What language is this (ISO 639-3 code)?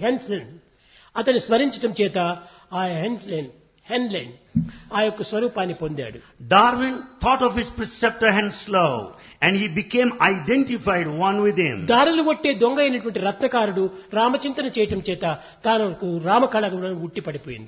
tel